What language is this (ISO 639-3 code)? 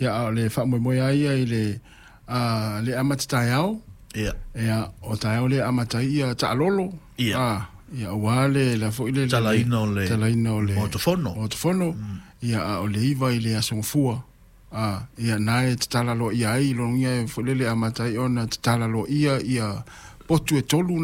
smo